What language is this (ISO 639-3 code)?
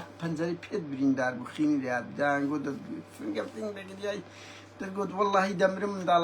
ckb